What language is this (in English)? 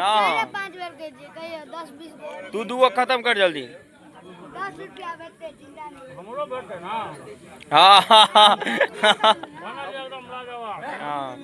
Maithili